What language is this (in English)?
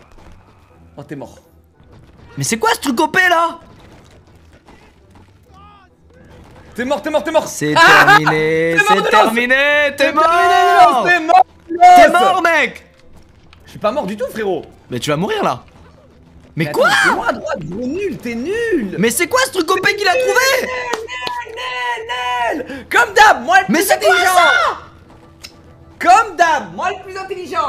French